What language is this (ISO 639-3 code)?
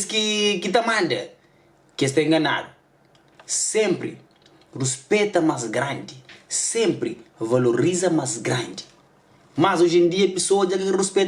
kea